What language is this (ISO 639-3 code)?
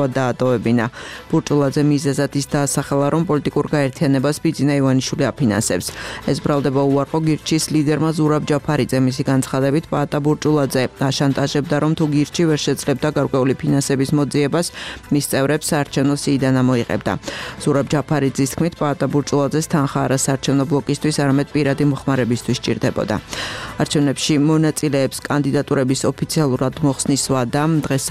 kat